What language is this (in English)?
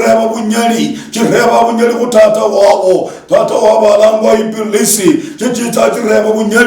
Luyia